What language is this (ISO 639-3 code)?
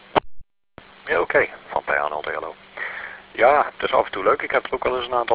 nld